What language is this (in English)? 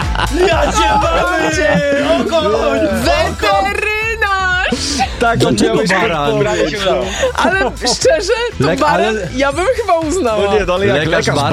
Polish